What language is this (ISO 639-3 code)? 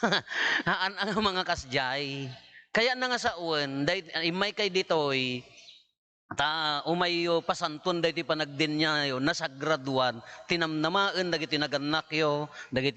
ilo